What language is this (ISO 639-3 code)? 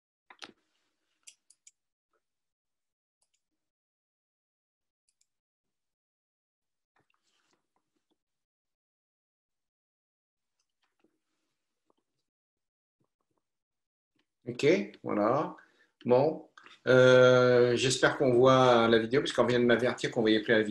fra